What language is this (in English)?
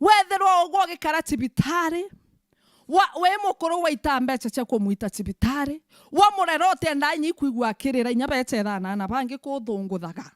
Meru